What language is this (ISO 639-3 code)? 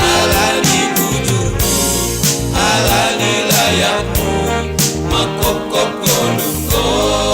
bts